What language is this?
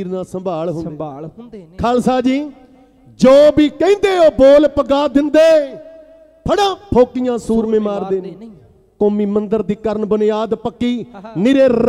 Punjabi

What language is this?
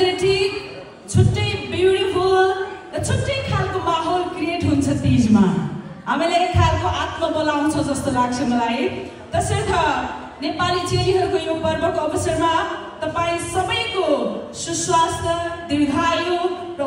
Nepali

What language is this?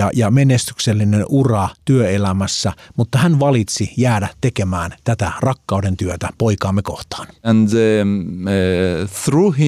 Finnish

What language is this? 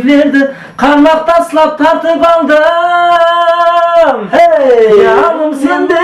Kara-Kalpak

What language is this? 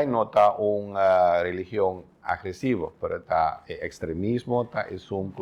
Papiamento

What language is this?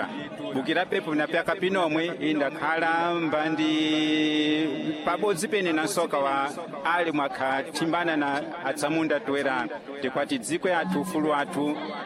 Sena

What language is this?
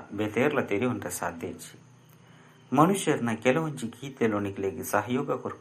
Tulu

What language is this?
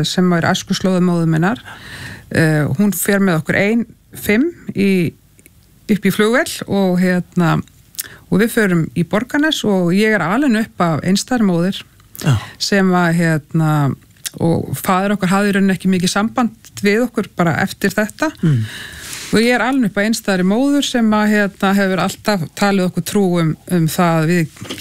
Icelandic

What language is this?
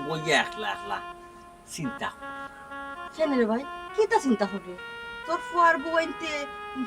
Sylheti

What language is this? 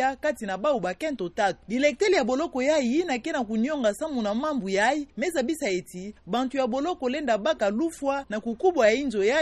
Kituba (Democratic Republic of Congo)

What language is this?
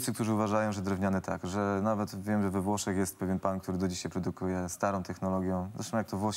Polish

